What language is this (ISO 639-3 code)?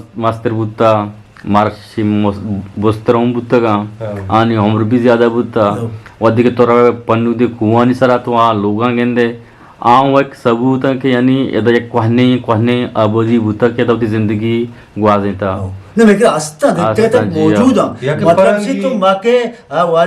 bgp